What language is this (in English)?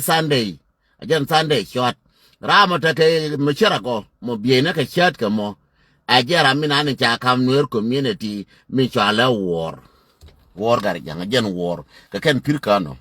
Nuer